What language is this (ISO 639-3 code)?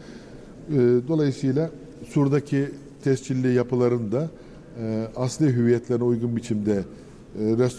tur